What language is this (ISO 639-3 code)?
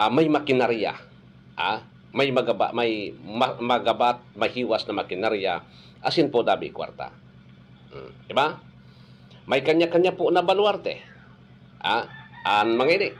bik